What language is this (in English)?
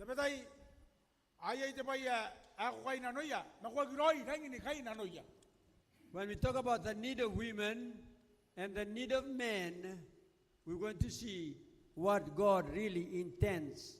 Gilbertese